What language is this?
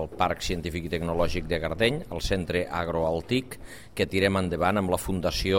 Catalan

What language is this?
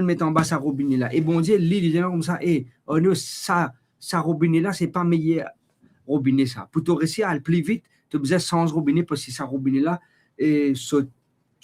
Morisyen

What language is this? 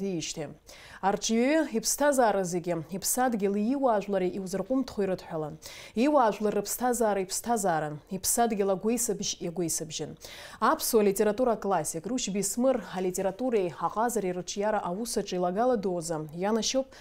Abkhazian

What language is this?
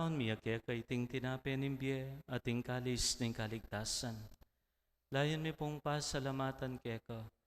Pampanga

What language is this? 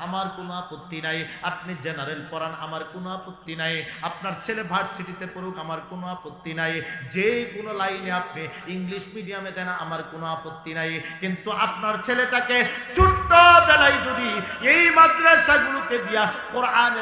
Bangla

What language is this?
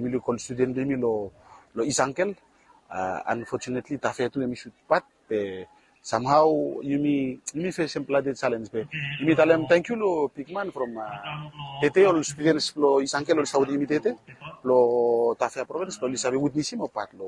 Bislama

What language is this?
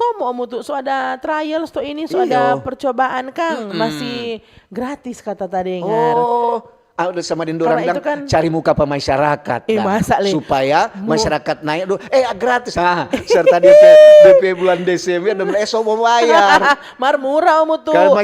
Manado Malay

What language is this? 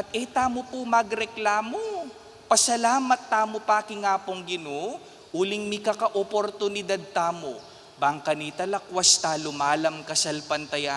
Pampanga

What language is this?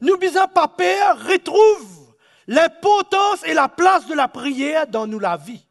Morisyen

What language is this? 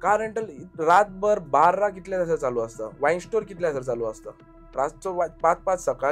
Konkani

